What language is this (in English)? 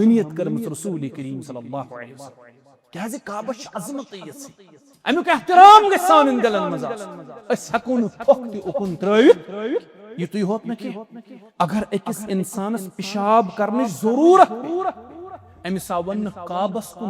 Kashmiri